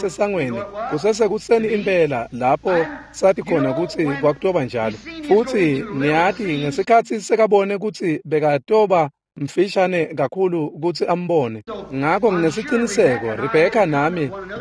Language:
Swati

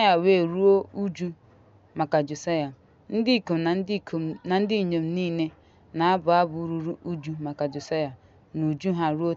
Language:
Igbo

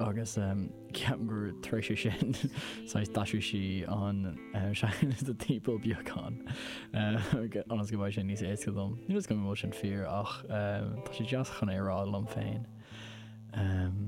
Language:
Irish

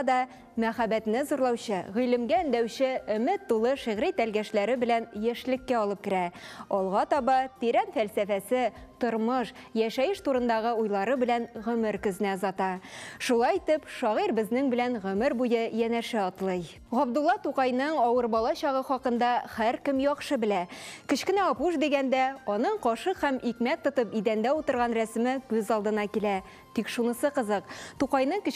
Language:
Tatar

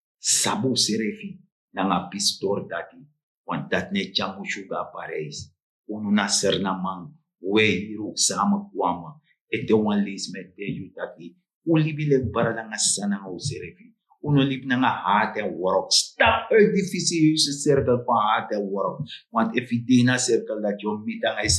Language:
Sranan Tongo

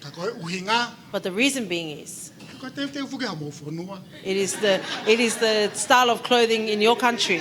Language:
Tongan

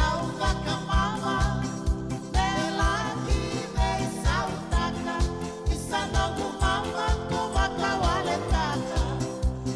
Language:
Fijian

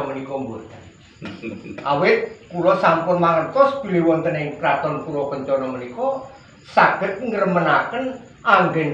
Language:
Javanese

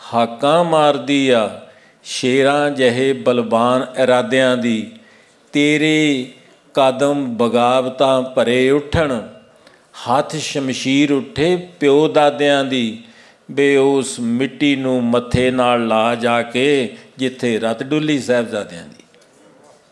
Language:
Punjabi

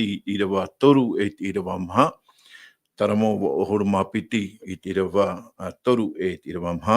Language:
Tahitian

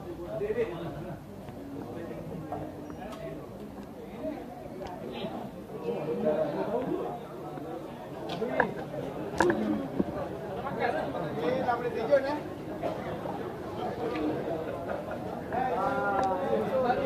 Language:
Malay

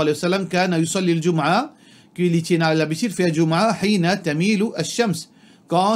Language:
Morisyen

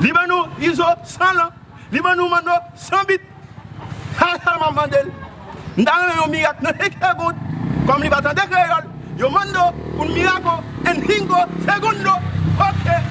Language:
Haitian Creole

